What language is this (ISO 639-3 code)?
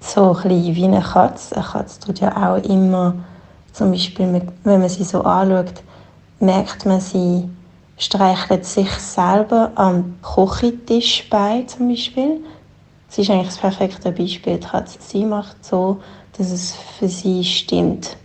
gsw